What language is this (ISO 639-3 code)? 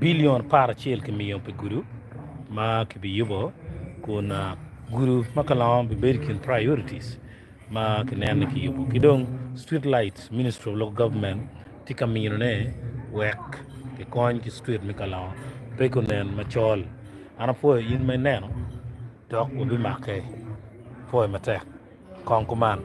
ach